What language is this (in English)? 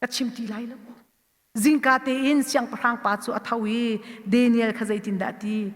Hakha Chin